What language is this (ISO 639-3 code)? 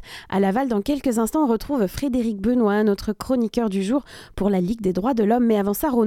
fra